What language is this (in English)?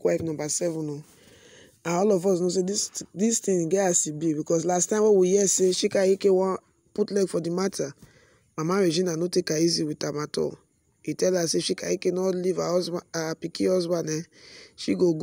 Nigerian Pidgin